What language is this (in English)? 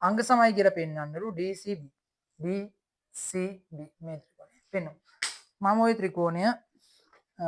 Sinhala